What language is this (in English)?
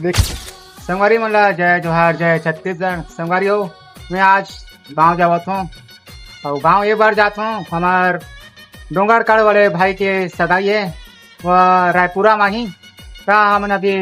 Chhattisgarhi